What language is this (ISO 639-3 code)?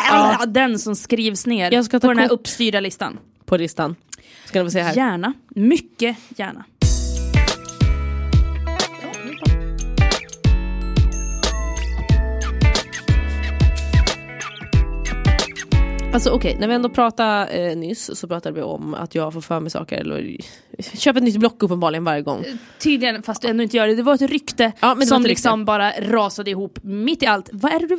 swe